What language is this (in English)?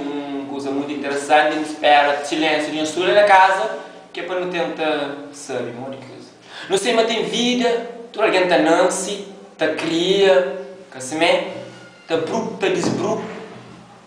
Kabuverdianu